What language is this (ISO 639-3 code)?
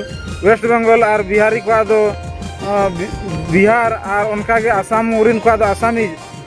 sat